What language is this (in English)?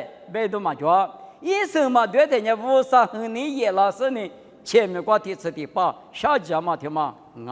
Lisu